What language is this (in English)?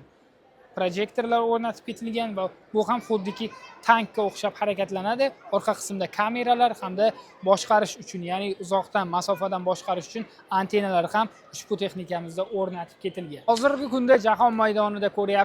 Uzbek